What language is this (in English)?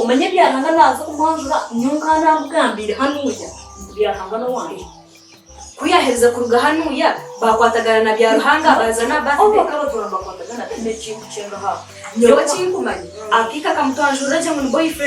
Nyankole